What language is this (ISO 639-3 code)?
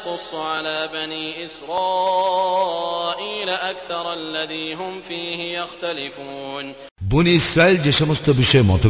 ben